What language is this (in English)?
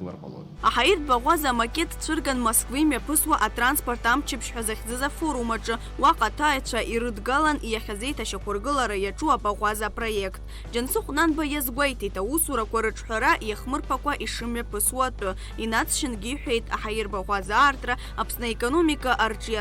Abkhazian